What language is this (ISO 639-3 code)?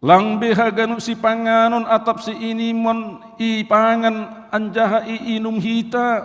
bts